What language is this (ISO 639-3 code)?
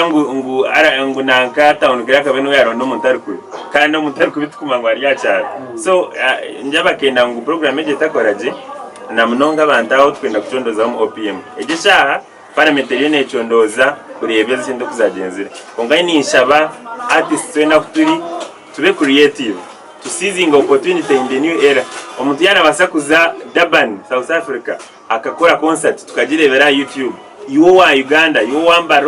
nyn